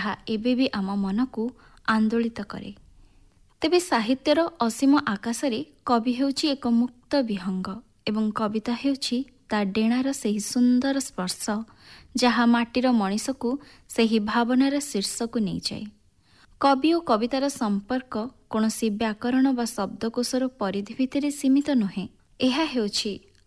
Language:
Odia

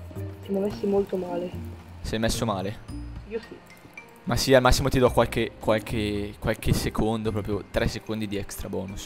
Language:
Italian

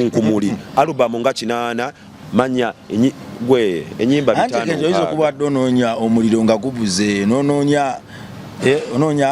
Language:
Ganda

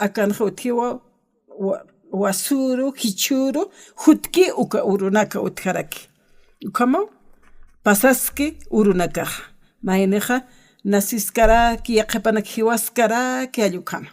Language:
Aymara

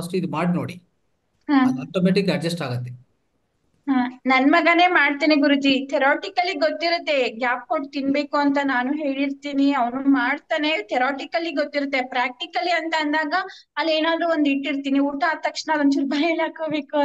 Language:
Kannada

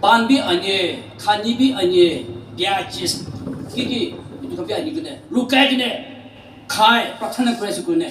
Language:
Naga Pidgin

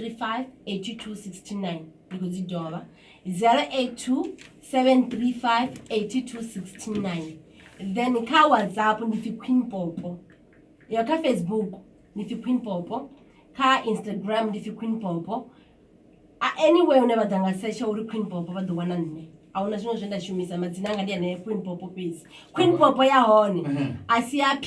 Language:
Venda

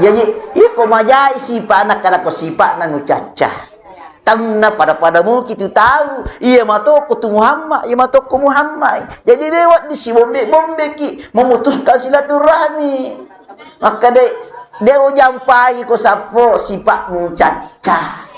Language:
Buginese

